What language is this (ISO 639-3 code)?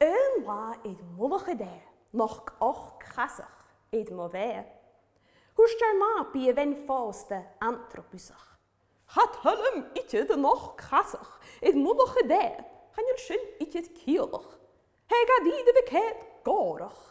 gla